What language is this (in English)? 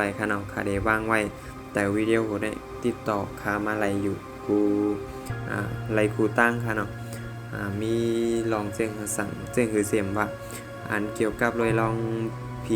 Shan